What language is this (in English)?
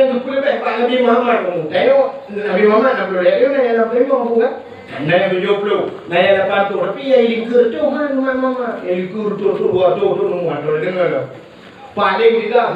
Achinese